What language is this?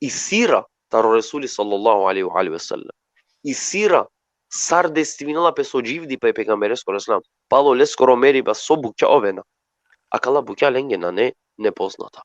Balkan Romani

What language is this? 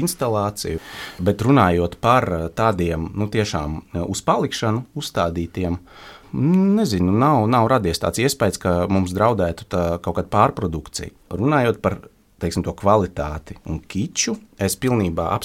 Latvian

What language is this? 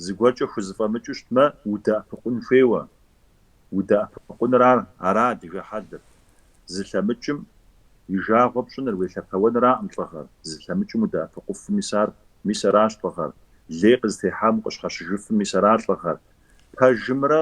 Kabardian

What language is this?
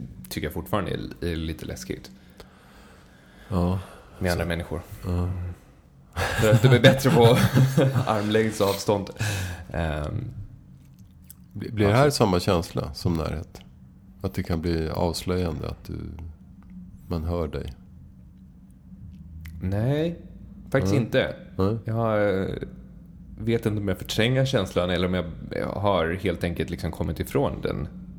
Swedish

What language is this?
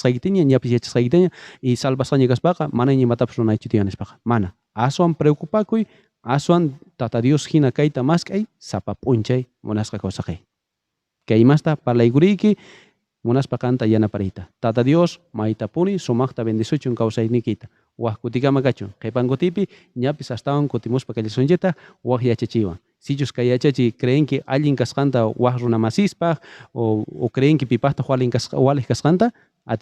South Bolivian Quechua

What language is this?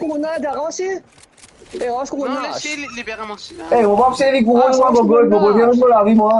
Morisyen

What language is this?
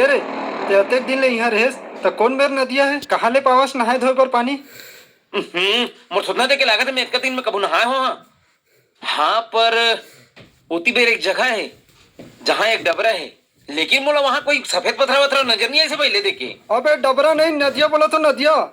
Chhattisgarhi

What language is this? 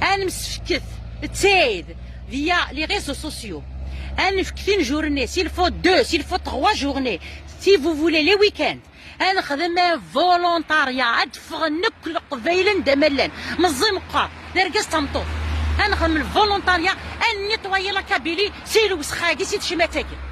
Kabyle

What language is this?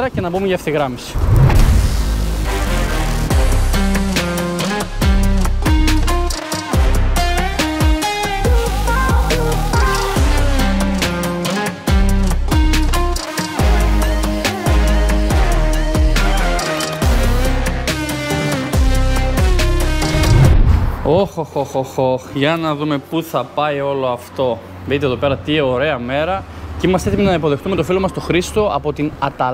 Greek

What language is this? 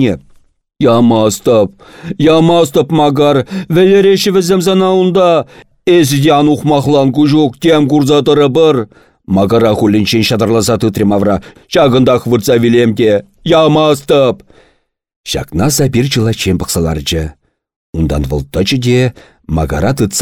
Chuvash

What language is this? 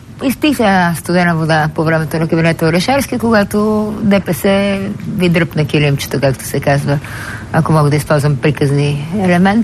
Bulgarian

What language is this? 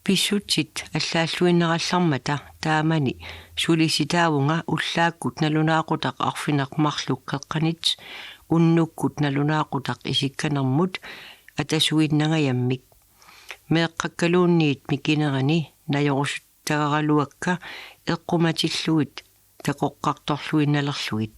Kalaallisut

